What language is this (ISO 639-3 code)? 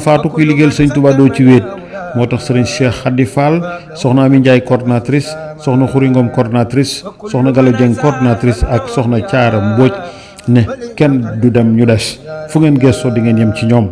wol